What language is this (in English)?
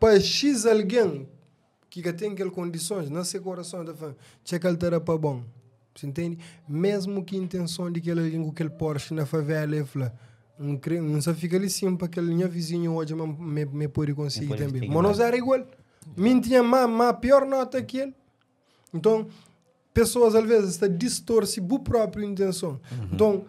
Kabuverdianu